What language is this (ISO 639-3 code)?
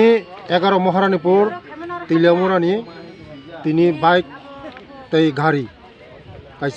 trp